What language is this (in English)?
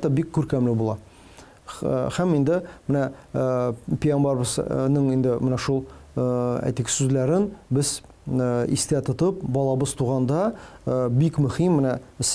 Tatar